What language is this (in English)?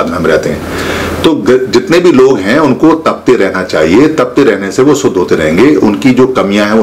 Hindi